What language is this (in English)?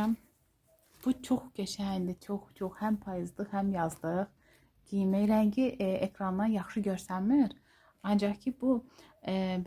Azerbaijani